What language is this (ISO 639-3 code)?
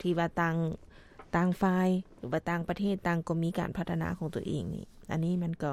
lao